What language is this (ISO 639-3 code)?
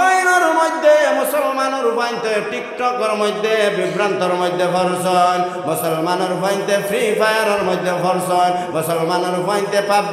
syl